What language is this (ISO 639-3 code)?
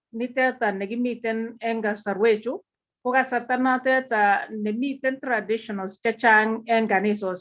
kln